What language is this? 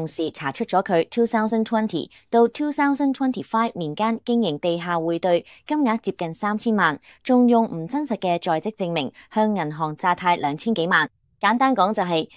Cantonese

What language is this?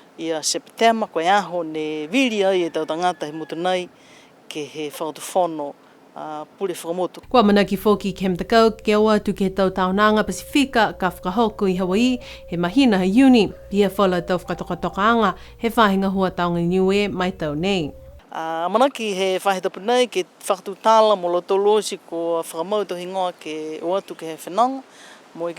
Niuean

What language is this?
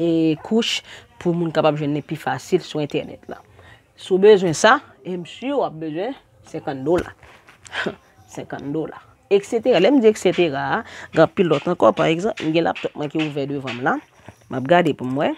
Haitian Creole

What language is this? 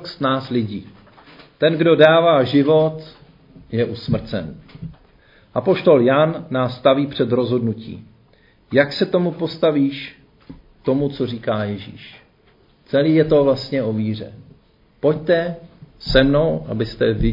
Czech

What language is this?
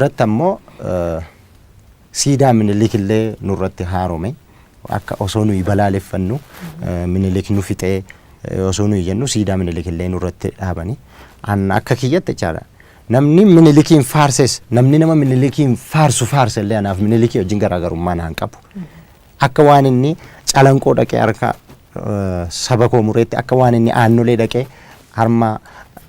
Oromo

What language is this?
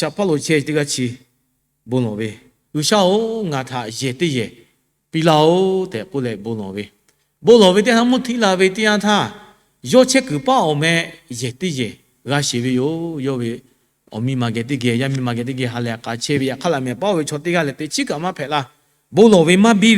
Lahu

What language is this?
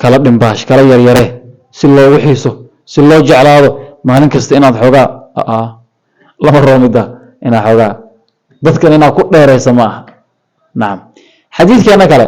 Somali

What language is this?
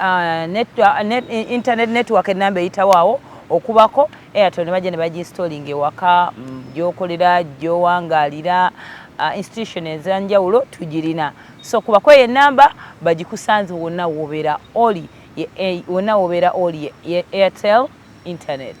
Ganda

